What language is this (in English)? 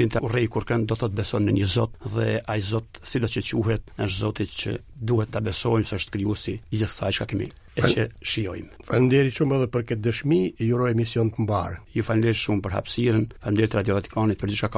Albanian